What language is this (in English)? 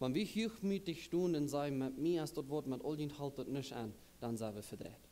Plautdietsch